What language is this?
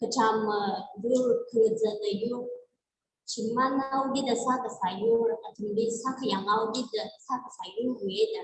Tangkhul Naga (India)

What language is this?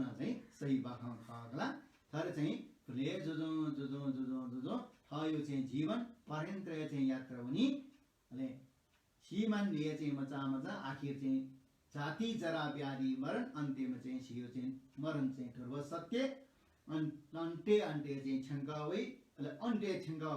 Newari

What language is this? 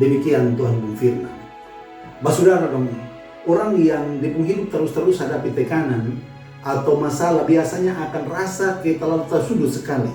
Kupang Malay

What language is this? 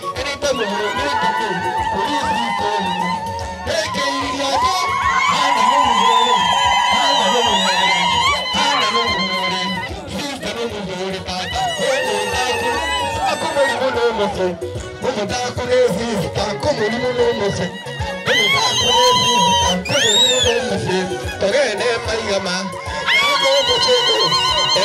Gusii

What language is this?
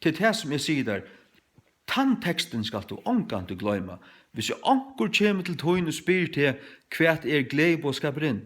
Faroese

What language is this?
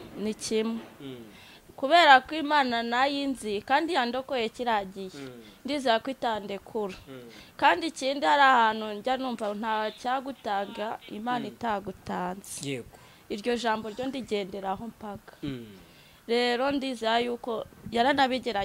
Kinyarwanda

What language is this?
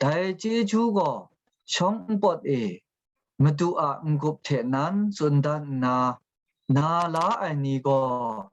Kachin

